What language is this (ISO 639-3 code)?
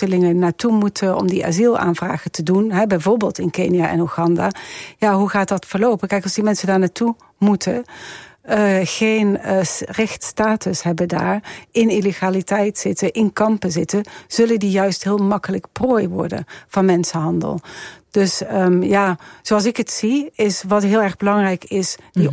nld